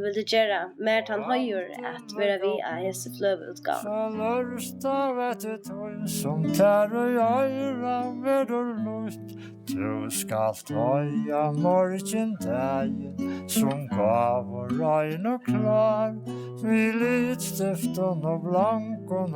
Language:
Faroese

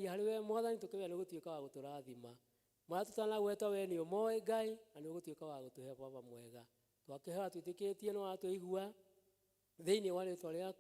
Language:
Kikuyu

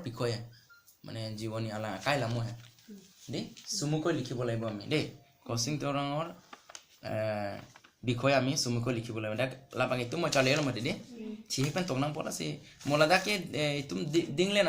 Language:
Karbi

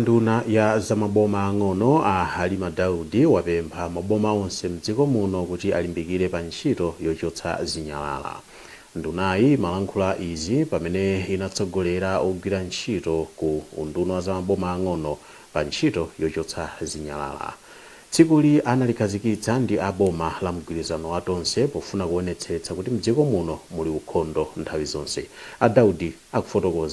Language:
Nyanja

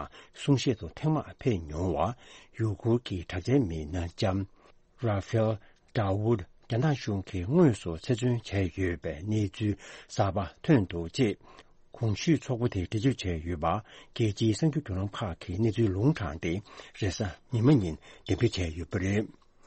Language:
Tibetan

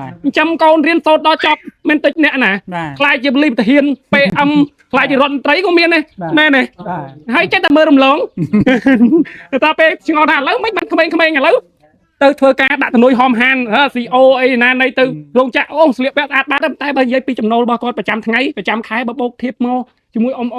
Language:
Khmer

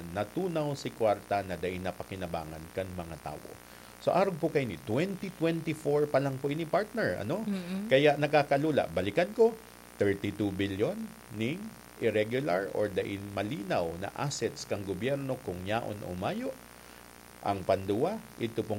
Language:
Bikol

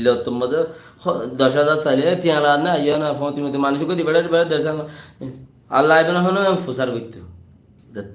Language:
Rohingya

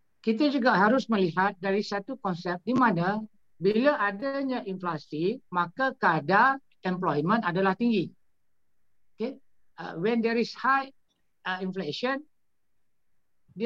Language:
Malay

